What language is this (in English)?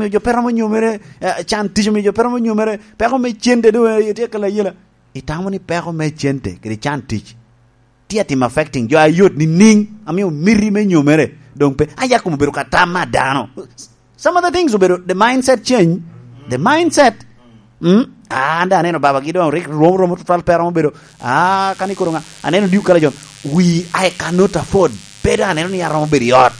Lango (Uganda)